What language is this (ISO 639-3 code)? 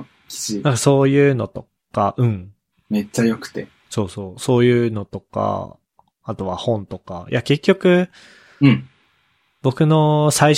jpn